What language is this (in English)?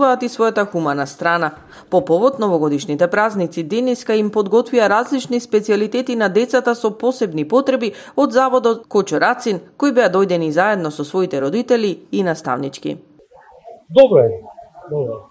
Macedonian